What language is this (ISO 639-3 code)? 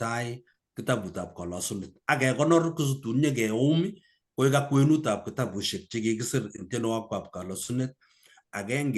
kln